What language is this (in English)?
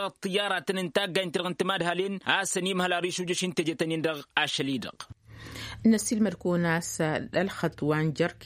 Tamasheq